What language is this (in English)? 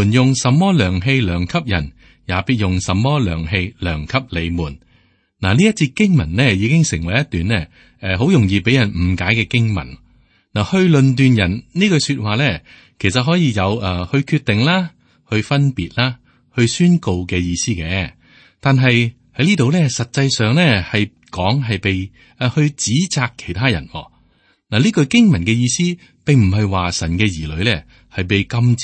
Cantonese